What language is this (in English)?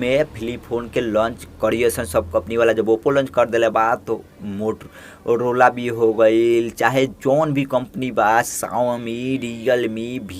Bhojpuri